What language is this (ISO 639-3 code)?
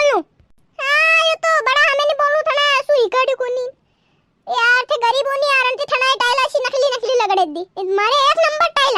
raj